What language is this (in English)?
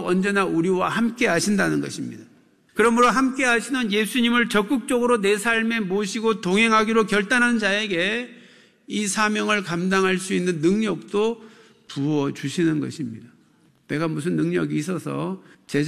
Korean